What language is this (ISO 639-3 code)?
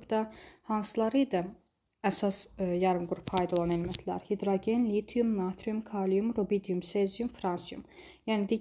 aze